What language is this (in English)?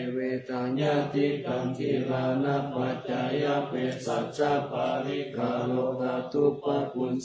Pali